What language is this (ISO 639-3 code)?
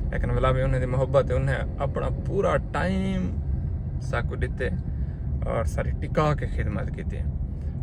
skr